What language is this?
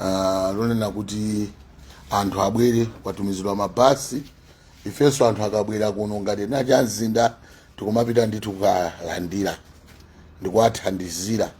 Nyanja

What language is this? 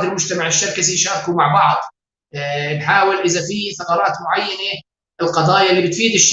North Levantine Arabic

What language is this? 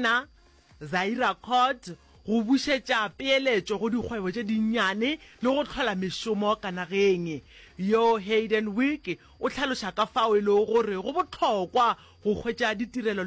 Northern Sotho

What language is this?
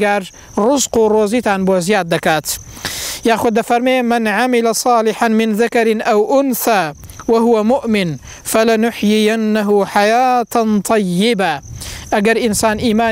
Central Kurdish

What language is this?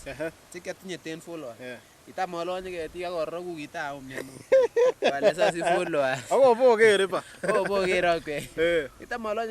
Kalenjin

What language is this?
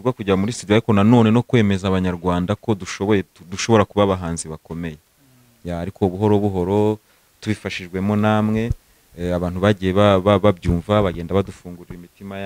Kinyarwanda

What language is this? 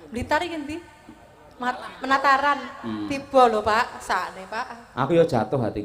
Javanese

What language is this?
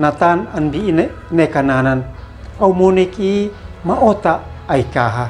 Uab Meto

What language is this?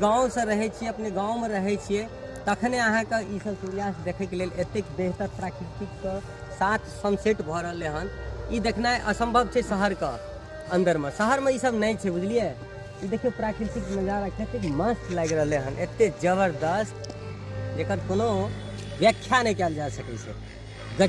Maithili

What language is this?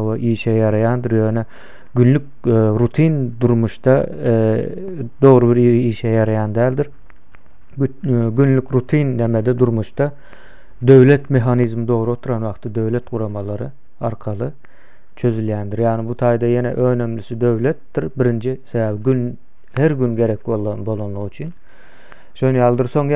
Turkmen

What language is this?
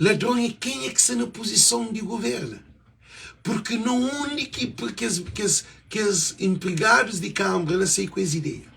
Kabuverdianu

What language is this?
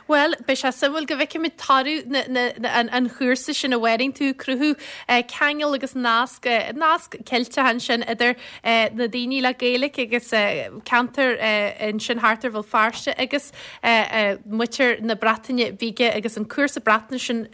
Irish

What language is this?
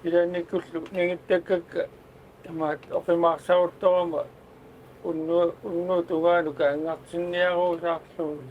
Kalaallisut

